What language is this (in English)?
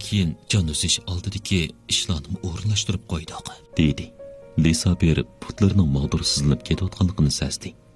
Uyghur